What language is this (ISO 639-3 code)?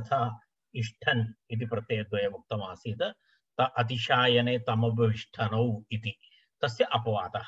san